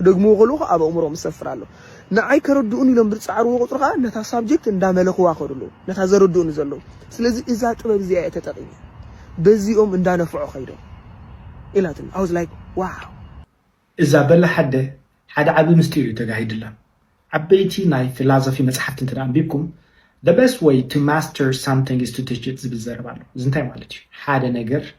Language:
Tigrinya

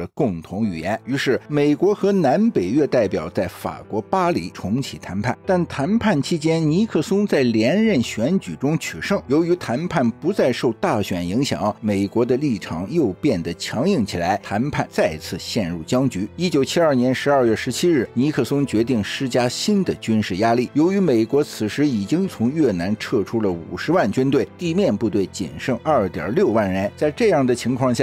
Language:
Chinese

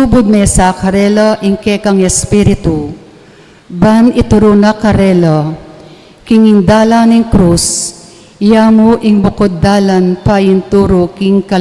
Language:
Pampanga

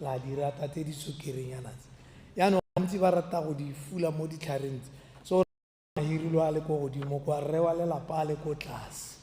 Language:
Tswana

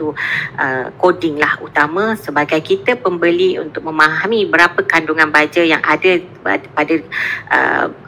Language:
Malay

